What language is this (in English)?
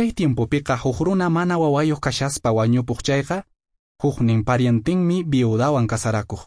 Quechua